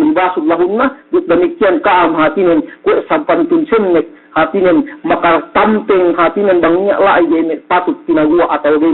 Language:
Yakan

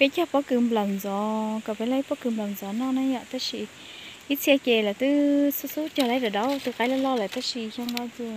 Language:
Hmong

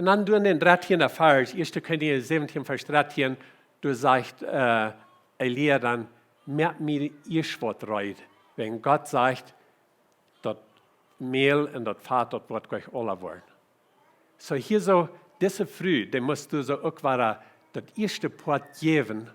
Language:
Plautdietsch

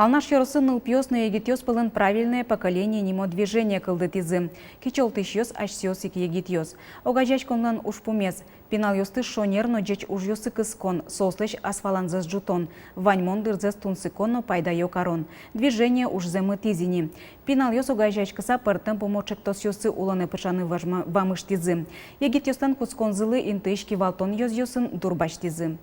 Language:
Udmurt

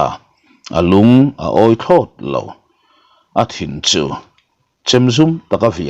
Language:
Mizo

